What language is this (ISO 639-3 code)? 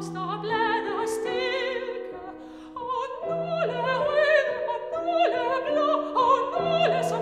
dan